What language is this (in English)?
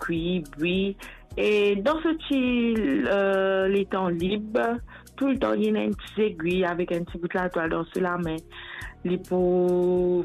Morisyen